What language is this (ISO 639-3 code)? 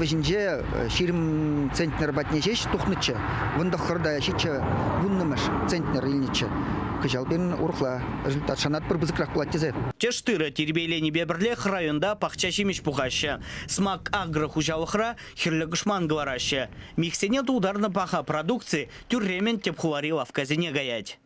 chv